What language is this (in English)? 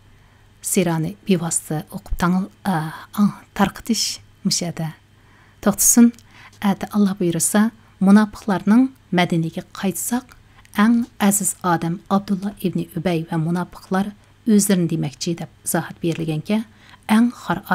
Uyghur